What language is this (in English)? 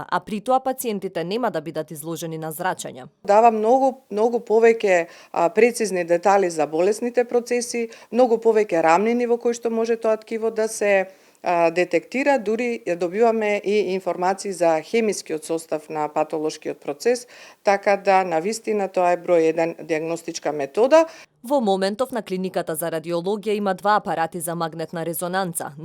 Macedonian